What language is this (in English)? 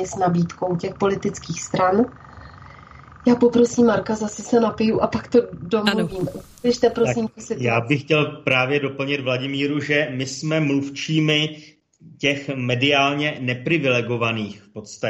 Czech